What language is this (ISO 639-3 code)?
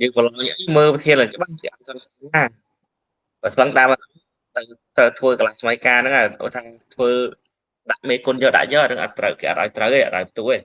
khm